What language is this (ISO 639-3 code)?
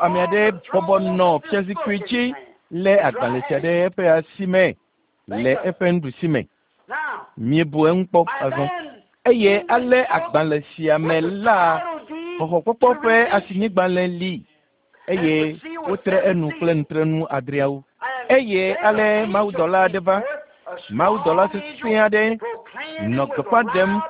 ewe